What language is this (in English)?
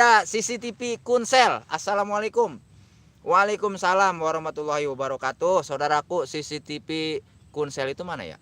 Betawi